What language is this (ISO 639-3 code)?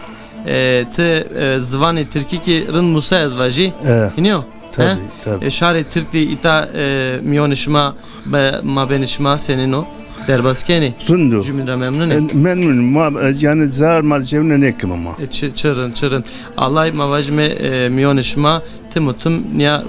zza